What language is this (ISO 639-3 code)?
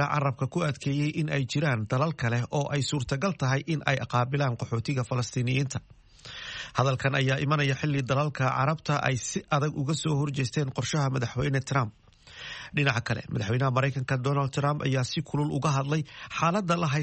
som